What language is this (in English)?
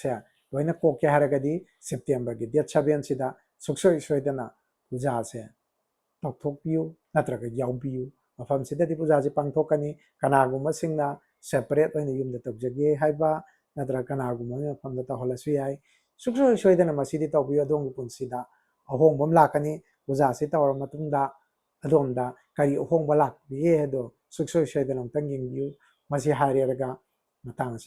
Manipuri